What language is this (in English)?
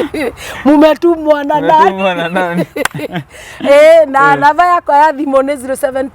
Kikuyu